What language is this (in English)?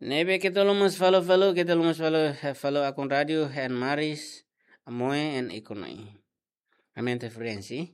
Tetum